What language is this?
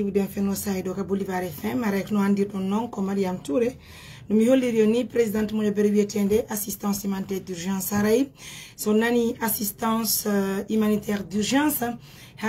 Fula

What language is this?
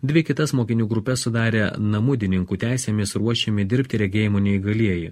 Lithuanian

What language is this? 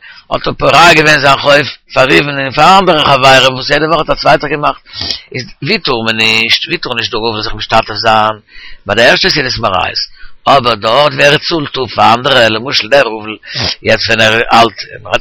Yiddish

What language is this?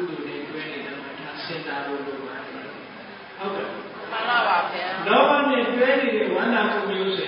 Burmese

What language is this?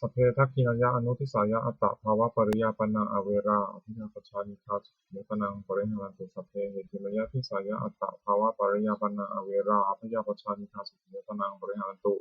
Pali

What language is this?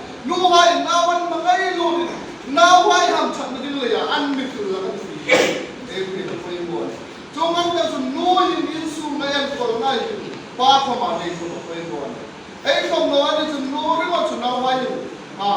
Hmar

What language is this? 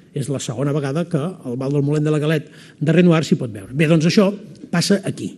Catalan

